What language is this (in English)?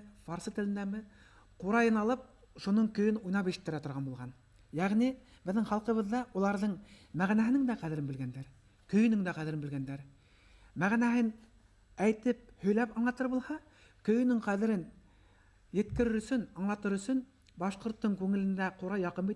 Bashkir